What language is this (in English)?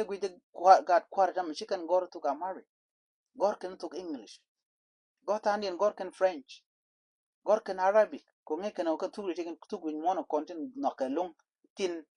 Nuer